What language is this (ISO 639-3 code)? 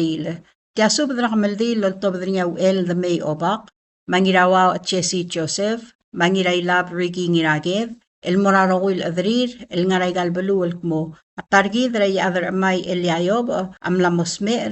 pau